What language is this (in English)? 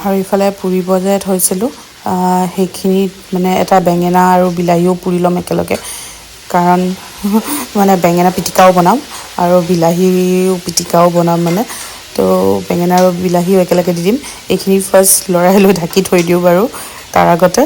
Assamese